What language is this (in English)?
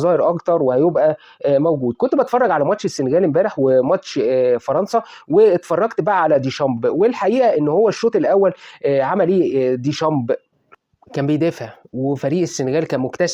Egyptian Arabic